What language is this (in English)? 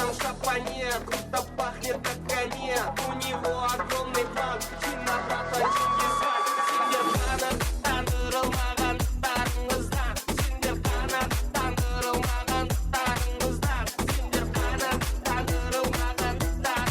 Kara-Kalpak